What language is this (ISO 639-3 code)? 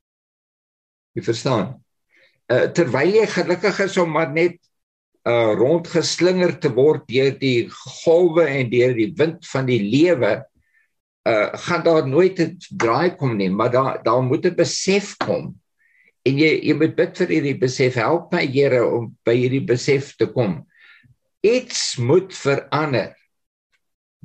afr